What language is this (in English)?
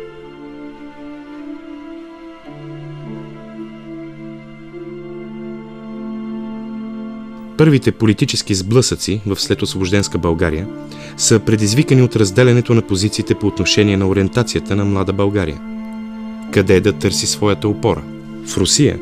Bulgarian